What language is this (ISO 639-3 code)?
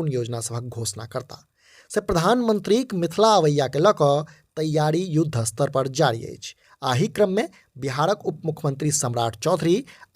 mai